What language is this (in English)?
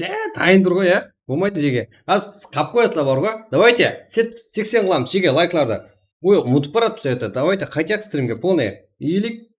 Kara-Kalpak